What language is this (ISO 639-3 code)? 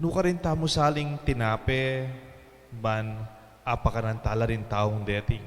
pam